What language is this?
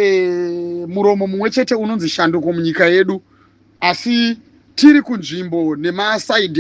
Shona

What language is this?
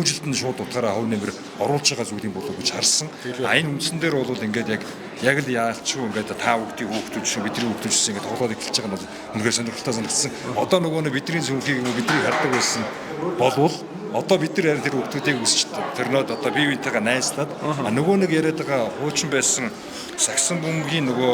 Mongolian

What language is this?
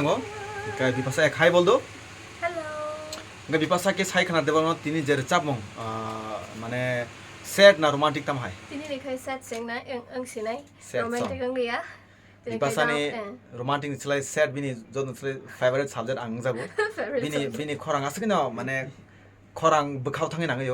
Kok Borok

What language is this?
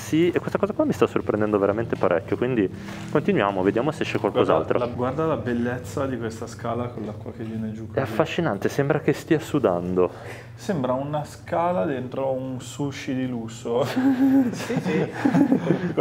Italian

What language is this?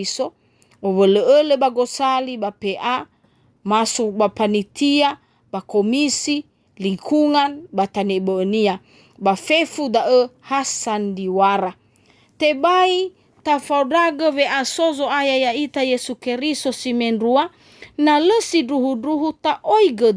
Nias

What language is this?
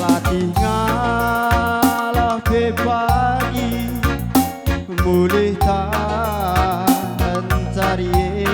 Batak Karo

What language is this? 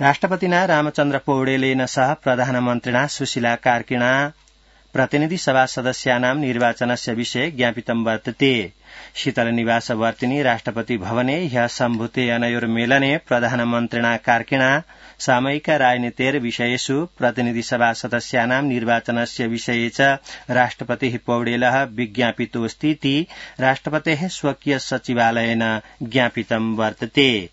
Sanskrit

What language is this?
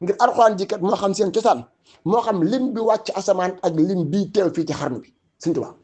Wolof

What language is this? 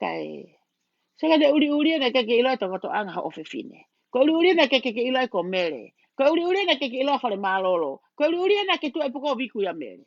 Tongan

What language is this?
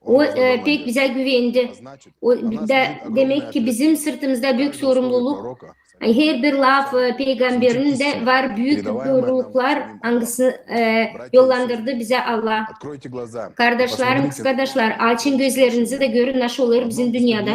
Gagauz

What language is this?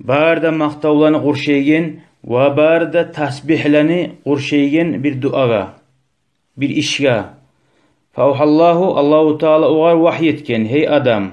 Kumyk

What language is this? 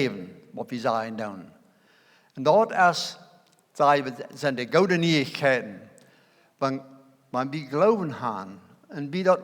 Plautdietsch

